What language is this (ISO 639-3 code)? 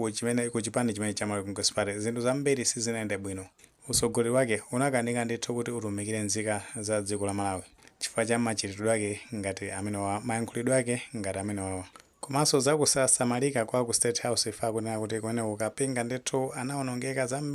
nya